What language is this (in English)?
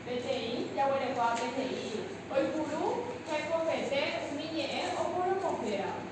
Guarani